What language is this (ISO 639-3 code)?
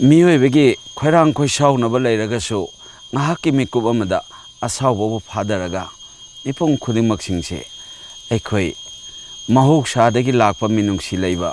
mni